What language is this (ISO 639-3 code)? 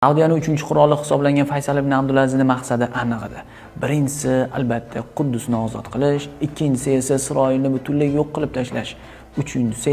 uzb